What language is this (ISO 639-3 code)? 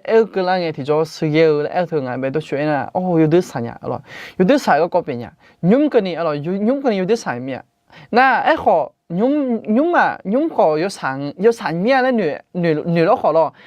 ahk